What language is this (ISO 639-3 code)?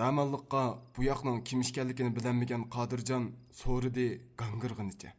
uig